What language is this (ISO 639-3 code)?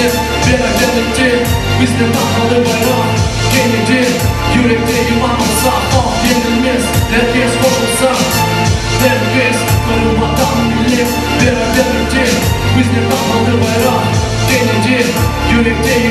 crh